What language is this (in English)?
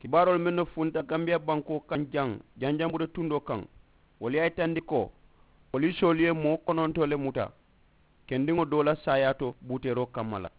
Mandingo